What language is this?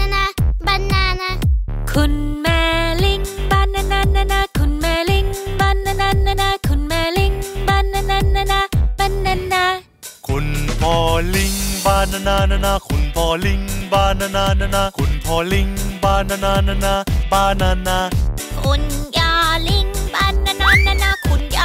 Thai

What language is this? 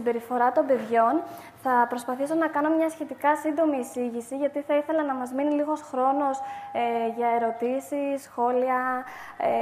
Greek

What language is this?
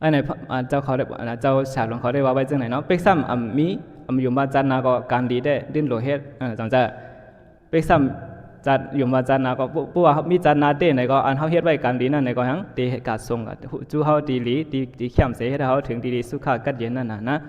Shan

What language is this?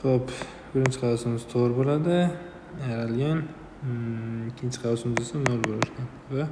Uzbek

